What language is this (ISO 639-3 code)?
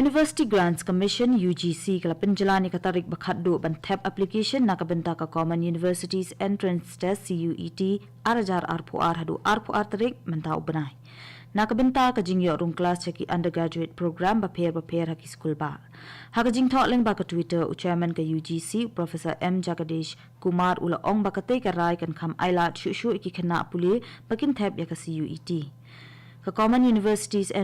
kha